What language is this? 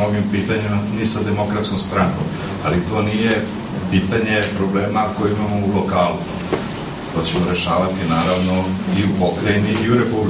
Serbian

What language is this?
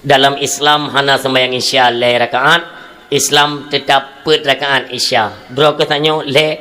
Achinese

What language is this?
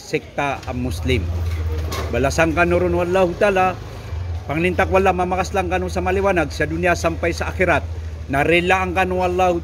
Maranao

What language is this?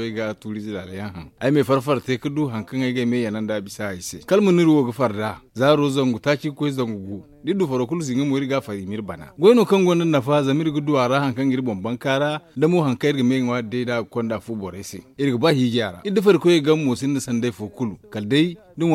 Zarma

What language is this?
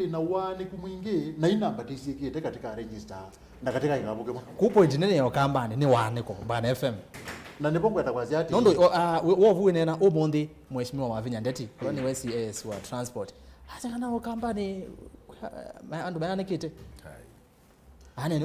Kamba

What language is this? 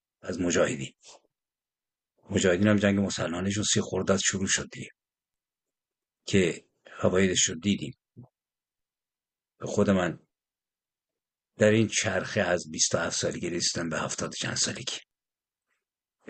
Persian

